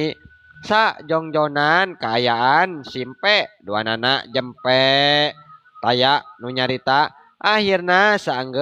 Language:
Sundanese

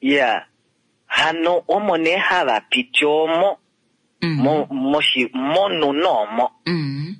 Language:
Kuanyama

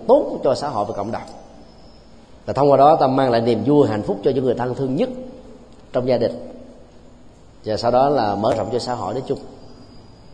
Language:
Vietnamese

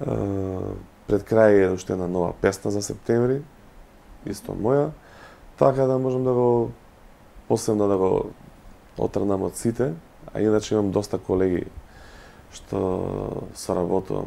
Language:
Macedonian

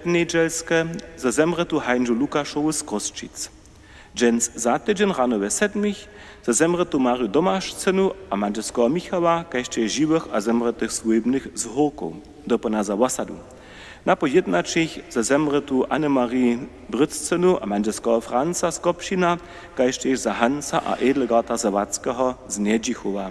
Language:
Upper Sorbian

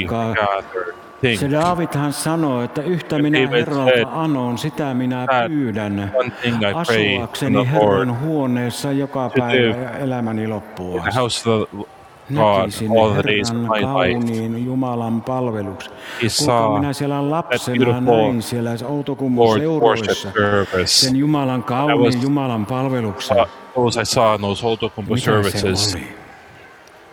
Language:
Finnish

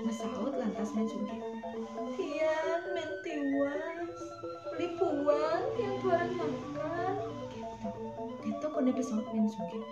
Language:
Balinese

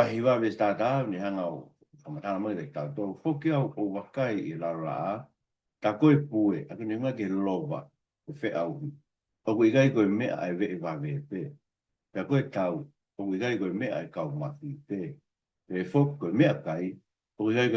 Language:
Tongan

